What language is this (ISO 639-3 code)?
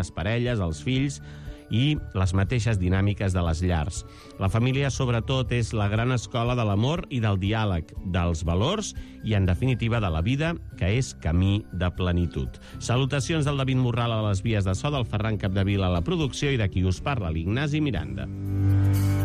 cat